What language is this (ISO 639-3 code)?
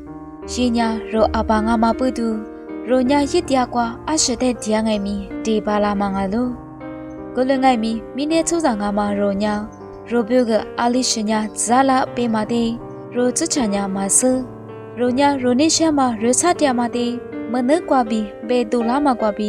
lis